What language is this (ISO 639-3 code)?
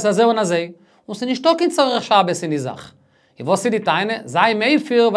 yid